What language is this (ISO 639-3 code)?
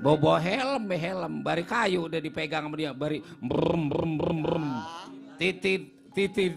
bew